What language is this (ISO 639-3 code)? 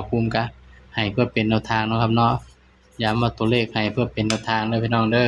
tts